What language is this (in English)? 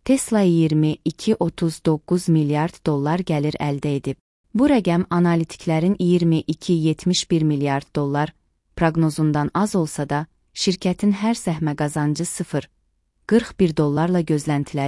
Azerbaijani